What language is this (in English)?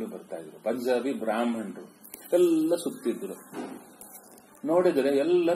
Kannada